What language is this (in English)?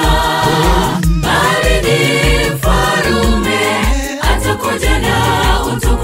Swahili